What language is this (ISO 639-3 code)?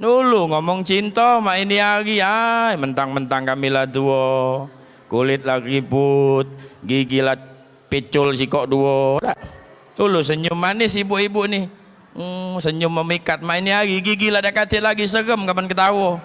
mui